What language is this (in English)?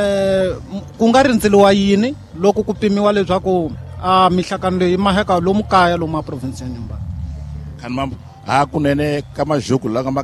Tsonga